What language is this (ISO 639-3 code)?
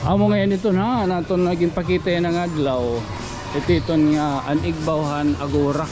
war